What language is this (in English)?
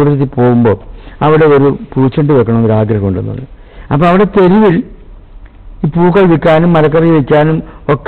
Malayalam